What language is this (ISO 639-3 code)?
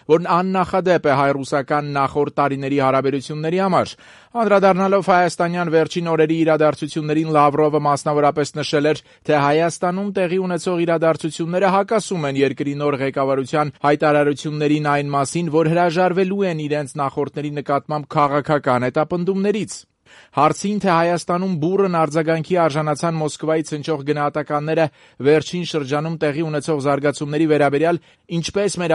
hye